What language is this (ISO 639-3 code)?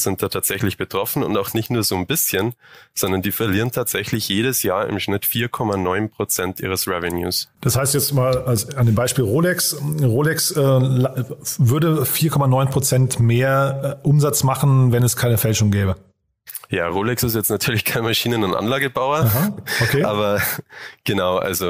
deu